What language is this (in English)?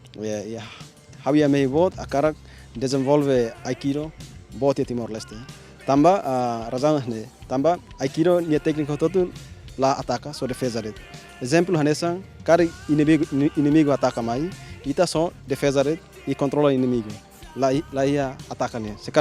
Tetum